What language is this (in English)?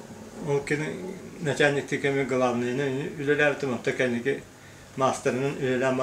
Yakut